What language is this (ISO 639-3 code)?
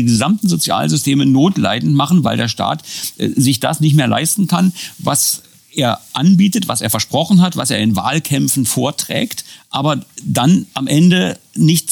deu